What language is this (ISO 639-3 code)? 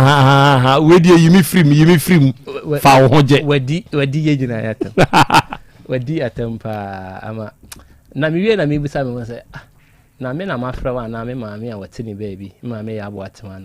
aka